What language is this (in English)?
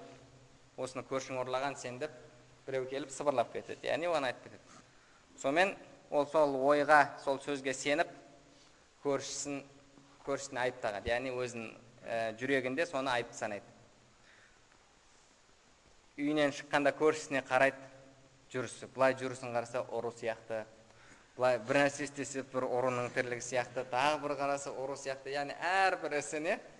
Kazakh